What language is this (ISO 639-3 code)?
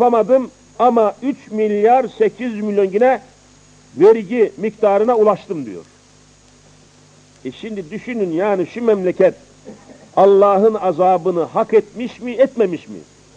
tur